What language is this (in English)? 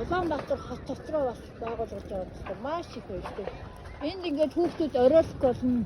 Mongolian